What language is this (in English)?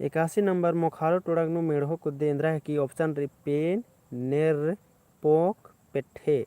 Kurukh